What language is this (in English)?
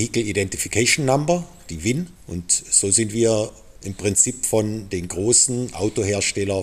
Luxembourgish